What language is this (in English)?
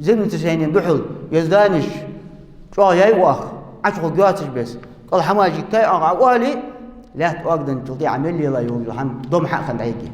Ingush